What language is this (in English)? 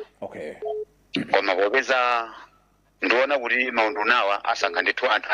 Nyanja